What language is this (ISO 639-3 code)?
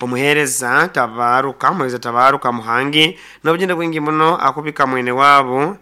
nyo